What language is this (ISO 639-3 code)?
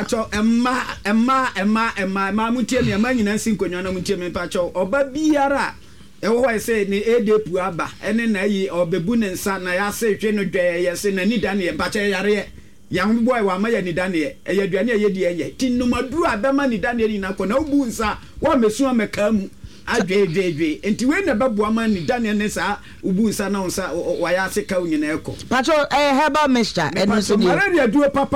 aka